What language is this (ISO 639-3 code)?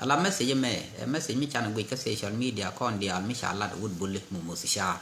nus